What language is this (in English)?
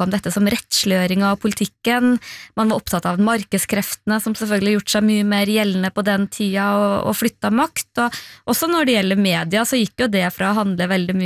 Norwegian